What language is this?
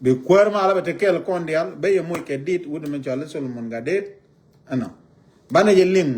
Nuer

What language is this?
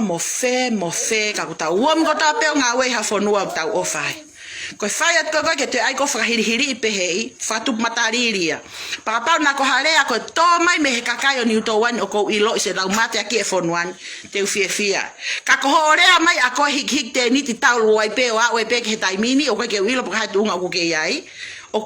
Tongan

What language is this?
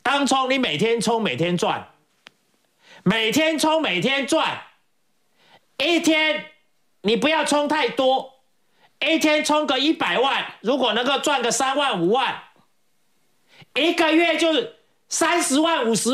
Chinese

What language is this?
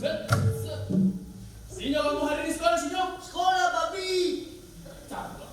Betawi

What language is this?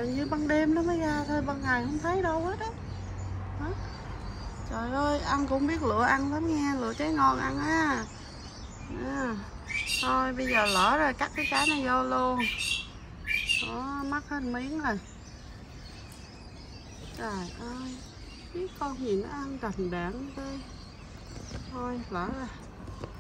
Vietnamese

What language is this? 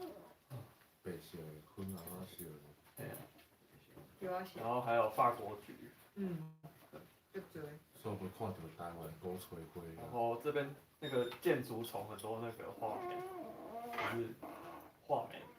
Min Nan Chinese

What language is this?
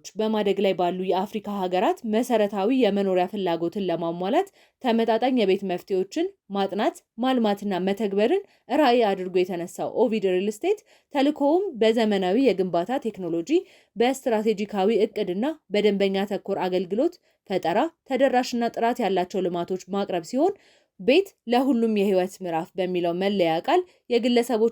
Amharic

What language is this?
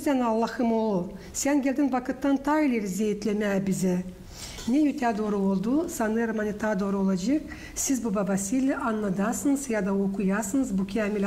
Gagauz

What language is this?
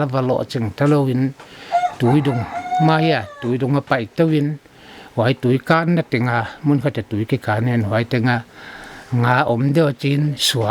Paite Chin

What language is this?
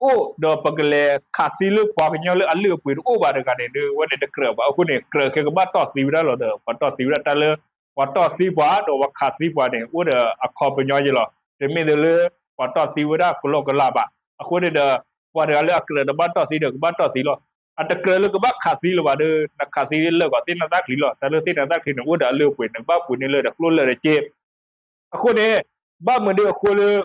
S'gaw Karen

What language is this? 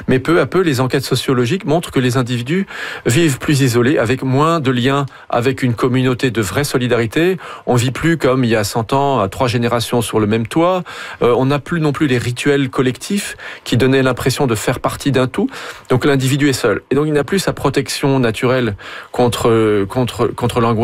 French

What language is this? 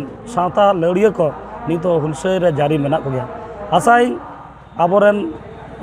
Santali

